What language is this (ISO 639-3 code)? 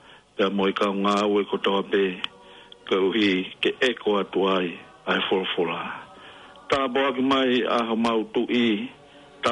ton